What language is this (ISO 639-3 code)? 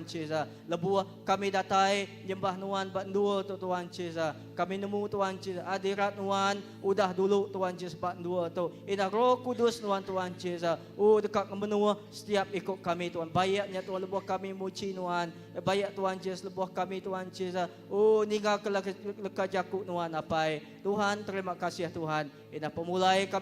iba